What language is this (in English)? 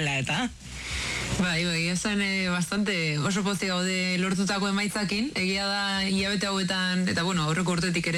Basque